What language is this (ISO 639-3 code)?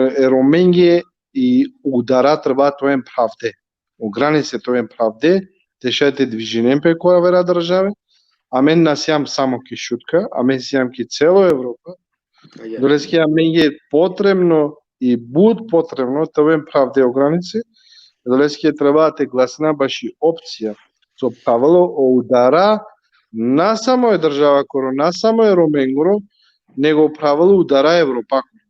rmn